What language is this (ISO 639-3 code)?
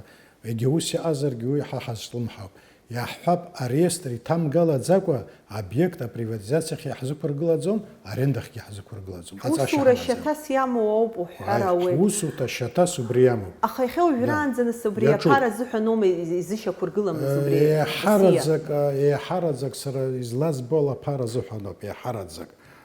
abk